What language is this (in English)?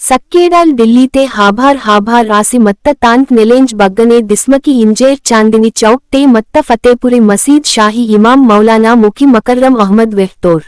Gondi